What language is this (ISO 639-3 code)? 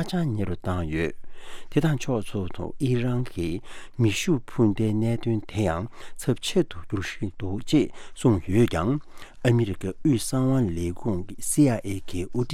bod